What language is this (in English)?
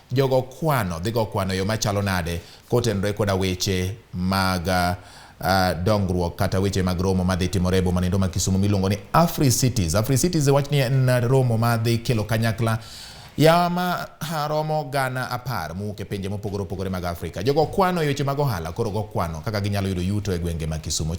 Luo (Kenya and Tanzania)